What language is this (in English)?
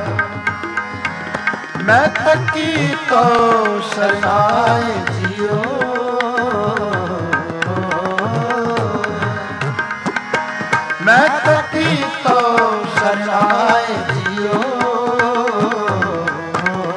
Punjabi